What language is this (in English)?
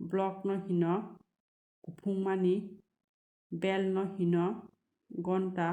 Kok Borok